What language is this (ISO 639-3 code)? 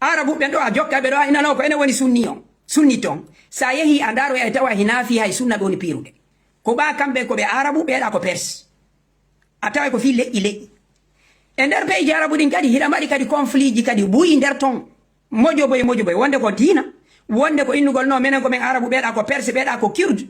ful